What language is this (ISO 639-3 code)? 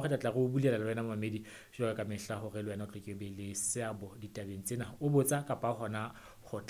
sot